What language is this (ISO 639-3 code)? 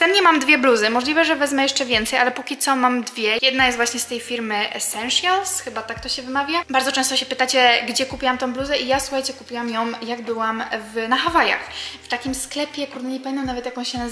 pol